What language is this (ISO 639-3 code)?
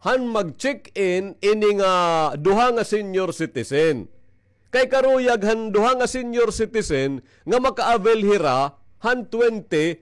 war